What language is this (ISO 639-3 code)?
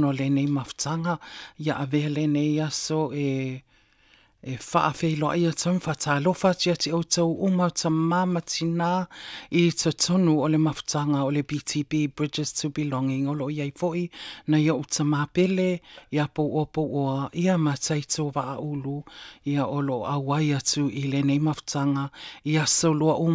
smo